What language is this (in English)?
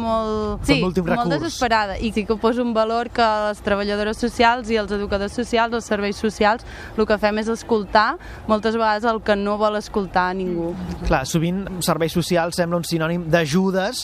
Catalan